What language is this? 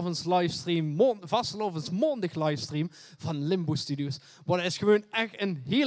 Limburgish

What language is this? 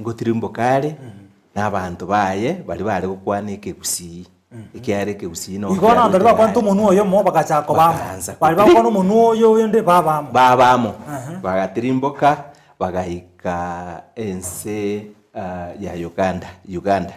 Gusii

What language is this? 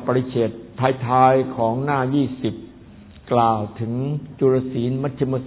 Thai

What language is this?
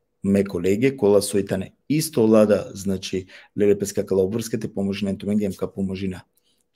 Balkan Romani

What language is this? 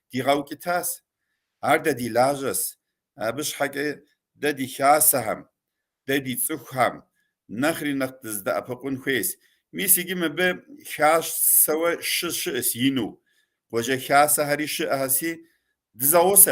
Kabardian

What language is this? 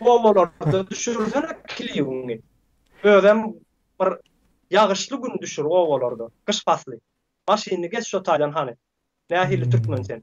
Turkmen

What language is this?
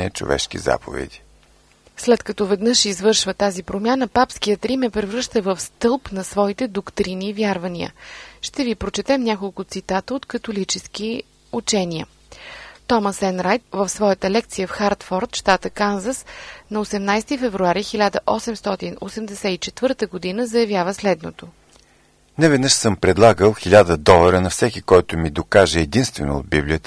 Bulgarian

